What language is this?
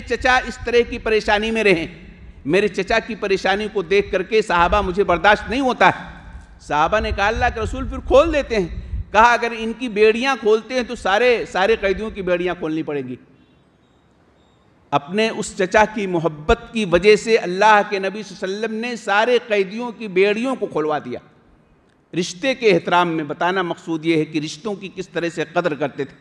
Urdu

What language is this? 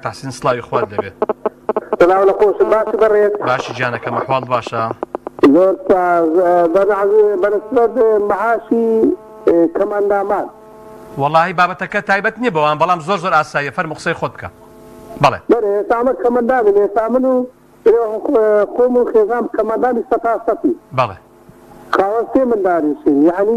Central Kurdish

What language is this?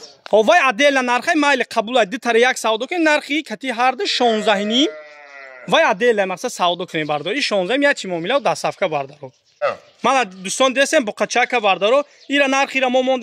Tajik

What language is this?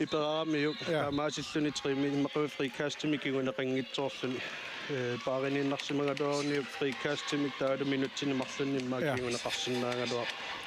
Kalaallisut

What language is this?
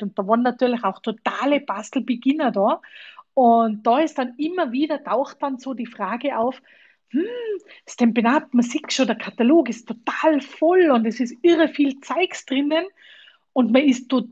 German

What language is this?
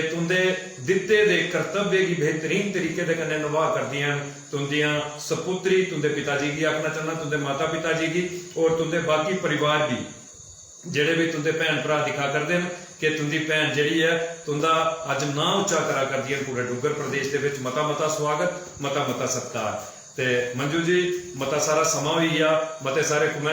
Dogri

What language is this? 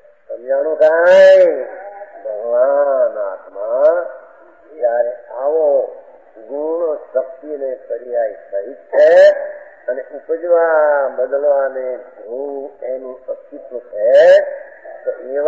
Gujarati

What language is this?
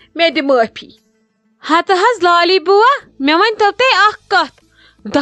Kashmiri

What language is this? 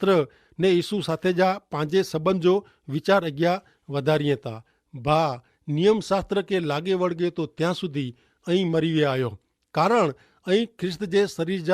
Kachhi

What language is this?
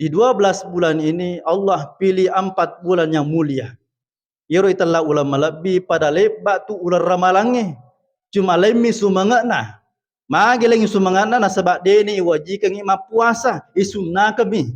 Buginese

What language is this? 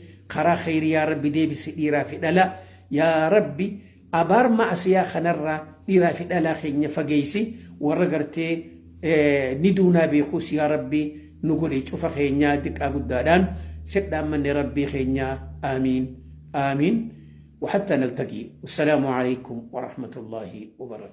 Oromo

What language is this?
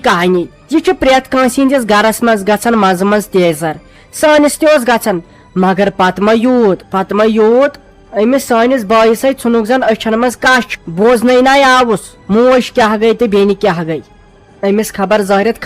Kashmiri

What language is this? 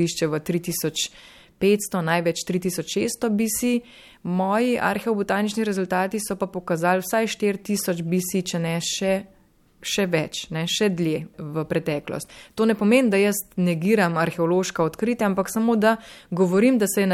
Slovenian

